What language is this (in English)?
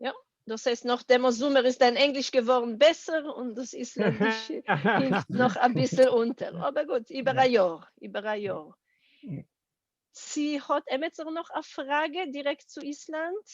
Yiddish